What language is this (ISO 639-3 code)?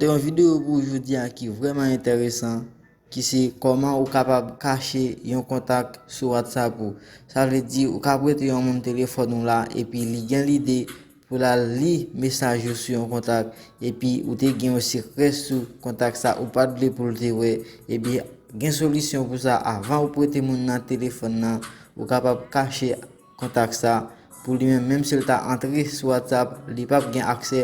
hat